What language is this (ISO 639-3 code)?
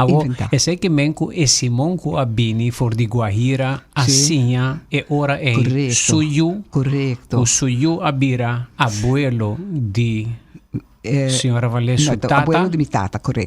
pap